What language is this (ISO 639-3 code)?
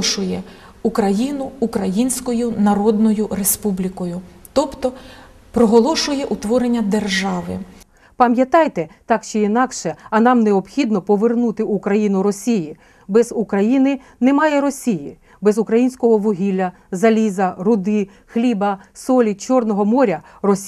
ukr